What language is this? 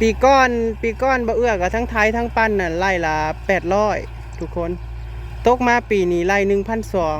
Northeastern Thai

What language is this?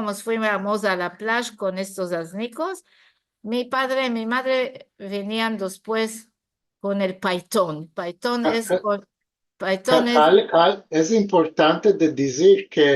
Ladino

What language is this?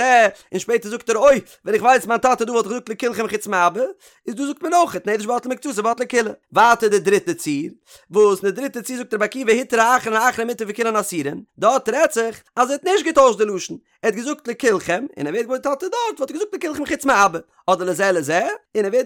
Yiddish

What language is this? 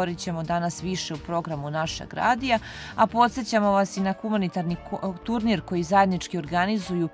Serbian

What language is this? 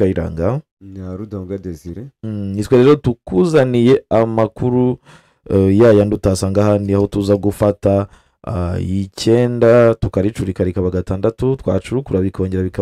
Kinyarwanda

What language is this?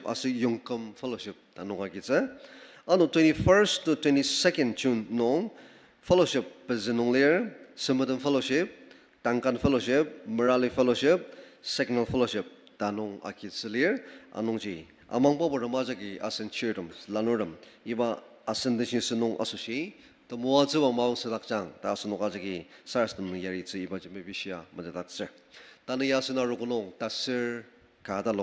Ao Naga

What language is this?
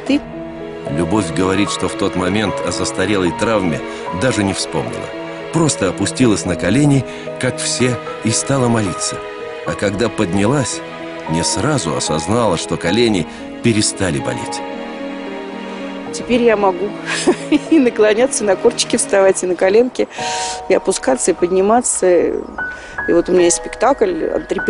Russian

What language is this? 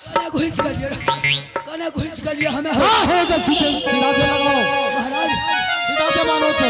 Angika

